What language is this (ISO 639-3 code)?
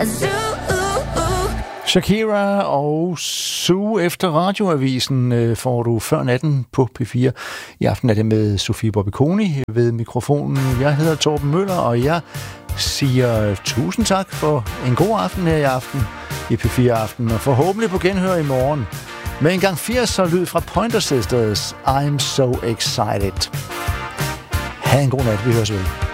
dan